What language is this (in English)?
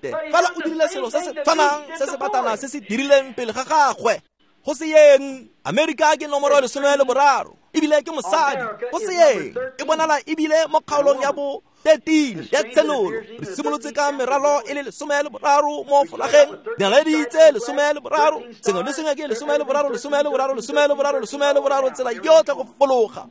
Tswana